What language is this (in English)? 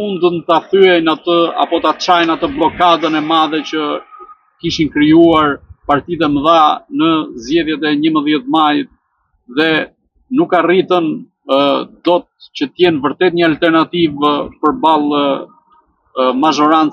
Albanian